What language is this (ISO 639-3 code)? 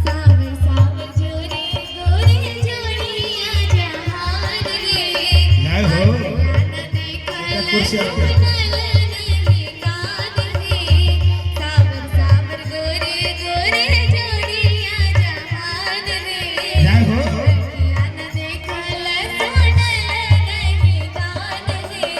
mai